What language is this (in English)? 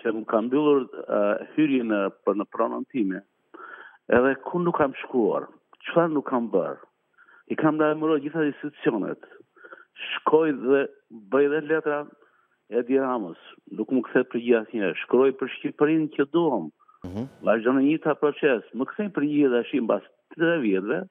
Albanian